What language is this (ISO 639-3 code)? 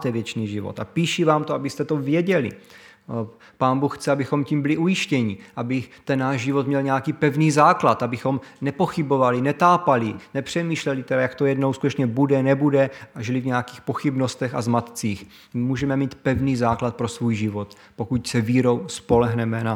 ces